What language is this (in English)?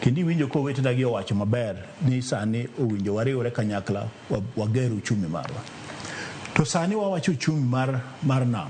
Luo (Kenya and Tanzania)